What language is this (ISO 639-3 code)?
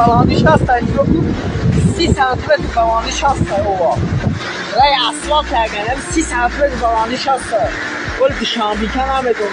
tgk